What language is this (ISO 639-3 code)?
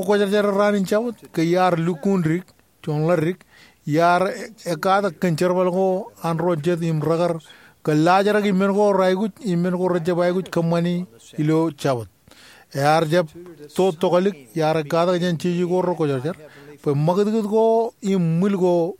mah